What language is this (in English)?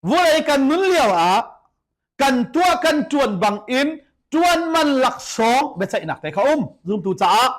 Hakha Chin